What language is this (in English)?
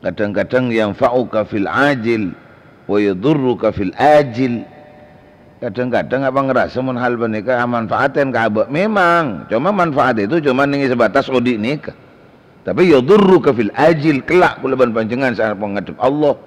Madurese